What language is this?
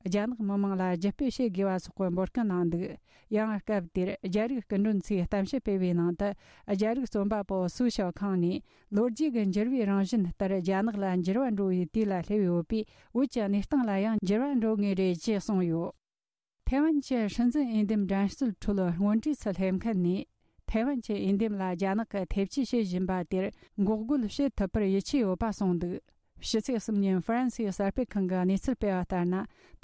Tibetan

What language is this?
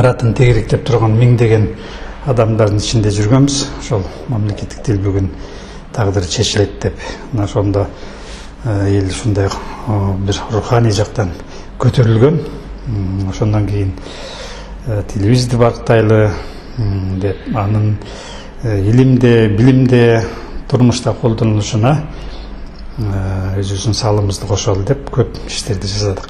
Kyrgyz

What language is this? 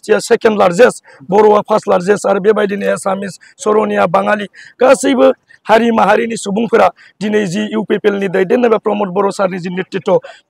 Bodo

